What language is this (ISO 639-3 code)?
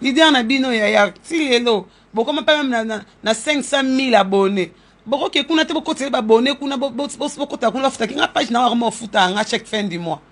lin